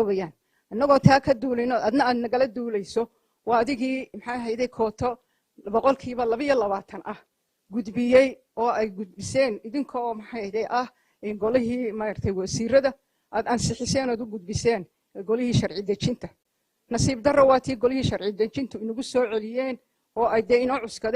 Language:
Somali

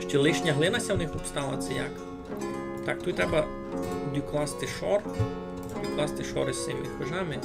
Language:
Rusyn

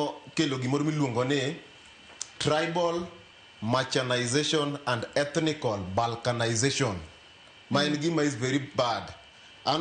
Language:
Luo (Kenya and Tanzania)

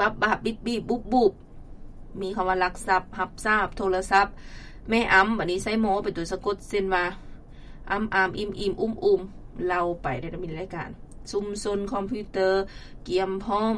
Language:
Lao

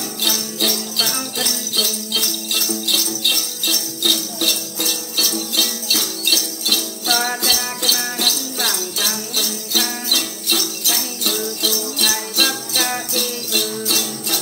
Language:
Vietnamese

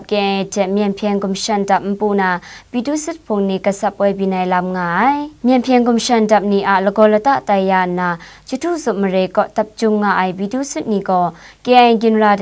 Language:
Kachin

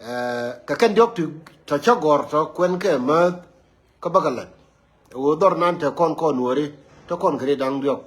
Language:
Nuer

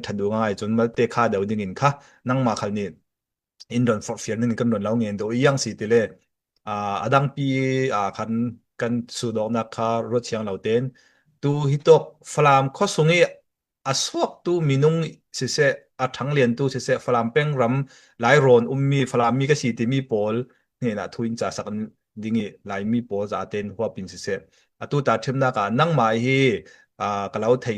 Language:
Falam Chin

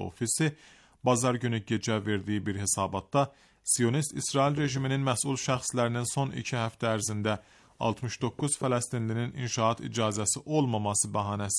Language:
Azerbaijani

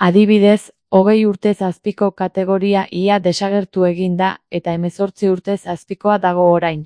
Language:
Basque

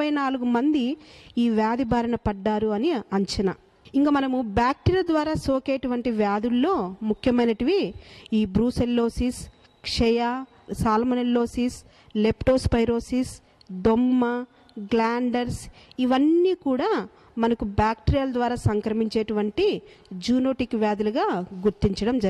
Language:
Telugu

